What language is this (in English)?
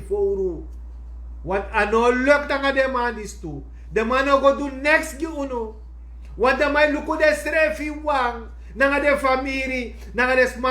Sranan Tongo